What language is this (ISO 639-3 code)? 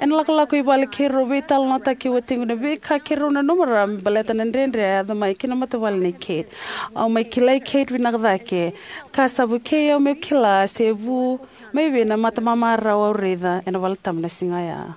fij